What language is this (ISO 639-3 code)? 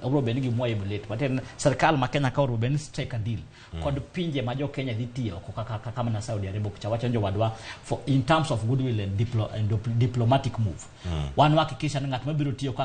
luo